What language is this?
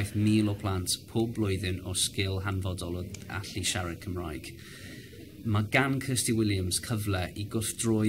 Welsh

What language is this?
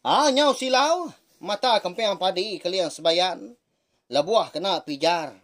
Iban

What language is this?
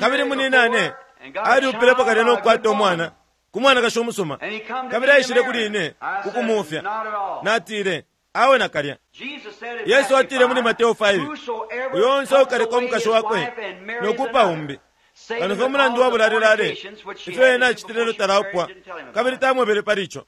Bemba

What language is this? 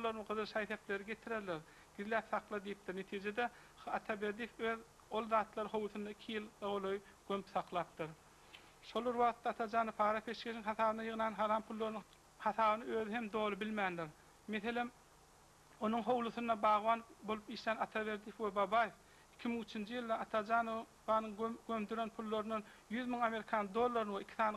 Turkmen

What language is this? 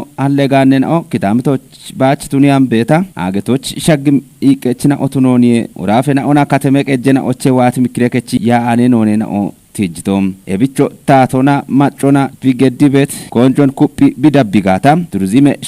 Kafa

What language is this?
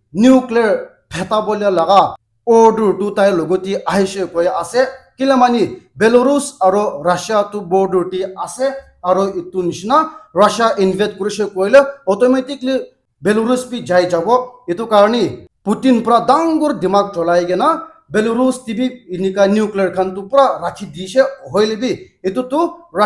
Naga Pidgin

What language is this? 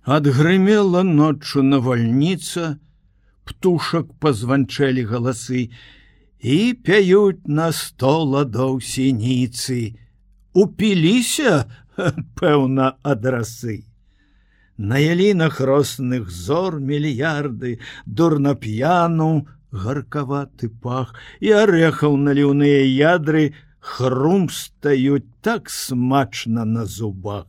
Belarusian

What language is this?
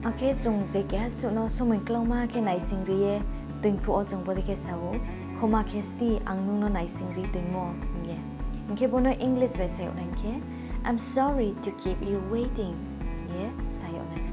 Riang (India)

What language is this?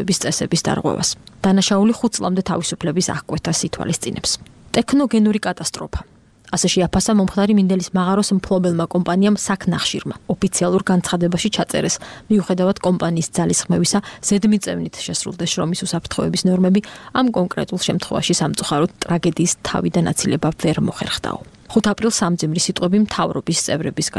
Georgian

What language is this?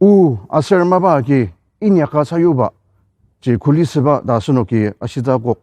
Ao Naga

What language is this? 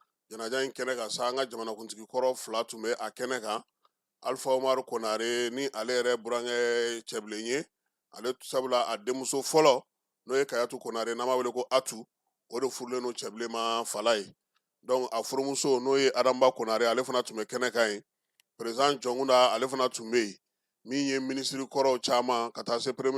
Bambara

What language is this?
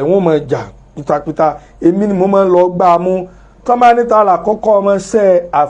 Yoruba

